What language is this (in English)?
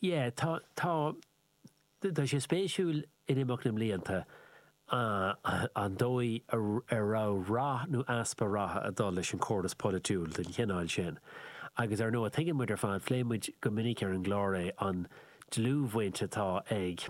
Irish